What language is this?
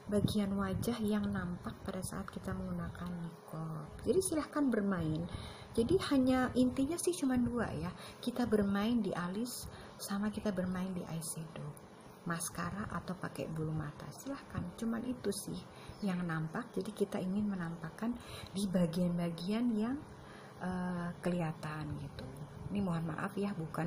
Indonesian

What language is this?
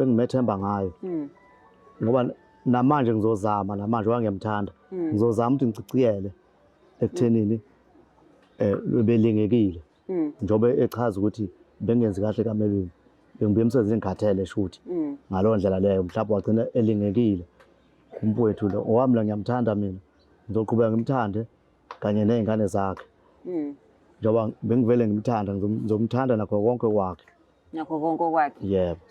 Zulu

